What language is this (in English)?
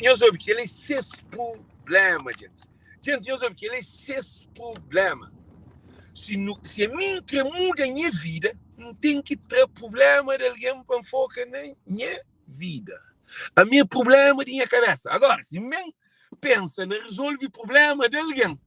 Kabuverdianu